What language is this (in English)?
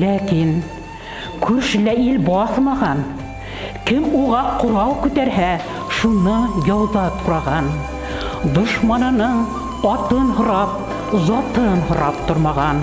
Bashkir